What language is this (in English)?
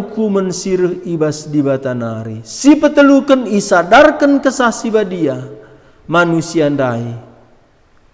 Batak Karo